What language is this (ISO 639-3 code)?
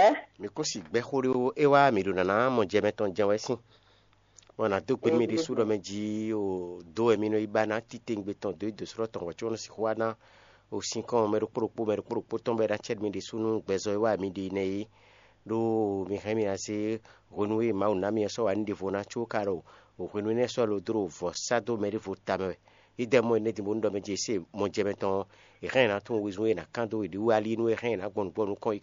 fon